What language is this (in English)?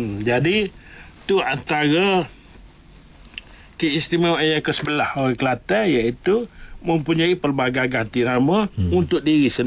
Malay